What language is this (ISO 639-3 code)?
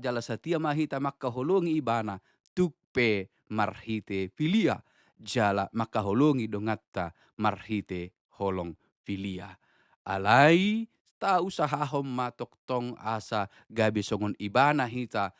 bbc